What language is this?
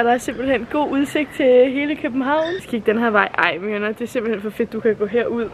Danish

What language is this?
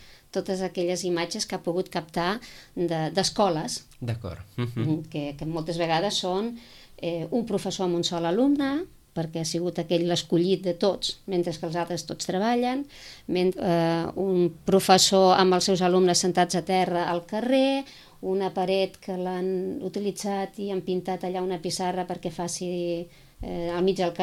Catalan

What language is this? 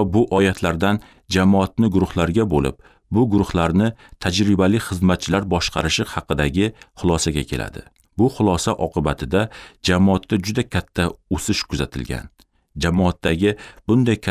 Uzbek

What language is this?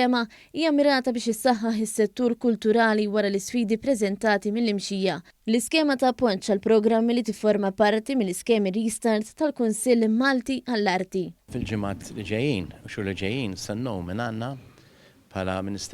Maltese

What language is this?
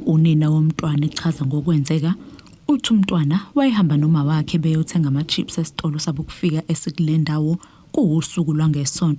Zulu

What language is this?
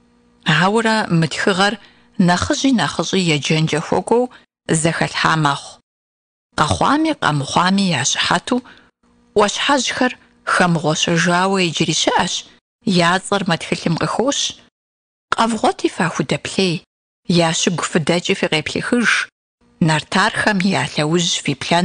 Kabardian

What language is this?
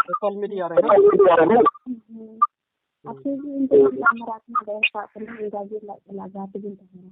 Santali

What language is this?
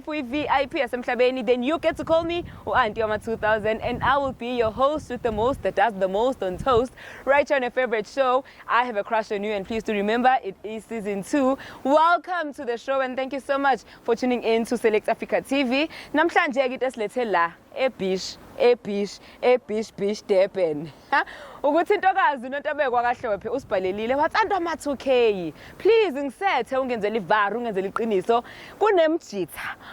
Zulu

